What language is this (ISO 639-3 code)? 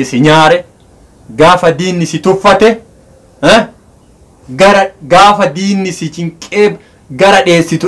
orm